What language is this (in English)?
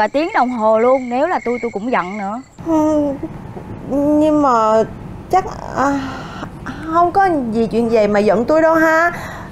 Vietnamese